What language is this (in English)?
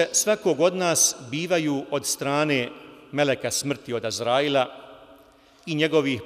Bosnian